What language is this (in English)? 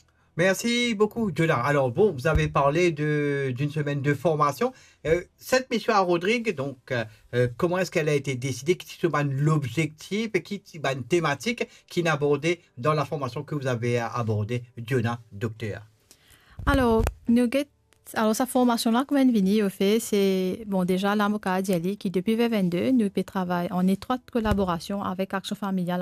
Morisyen